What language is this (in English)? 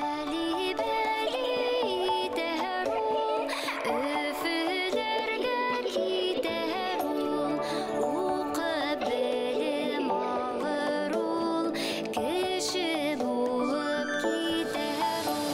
Bashkir